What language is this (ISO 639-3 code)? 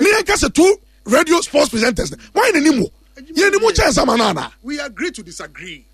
aka